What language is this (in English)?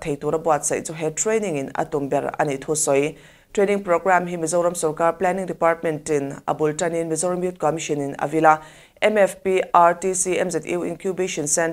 Mizo